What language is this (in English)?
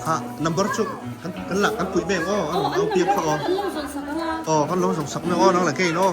Hakha Chin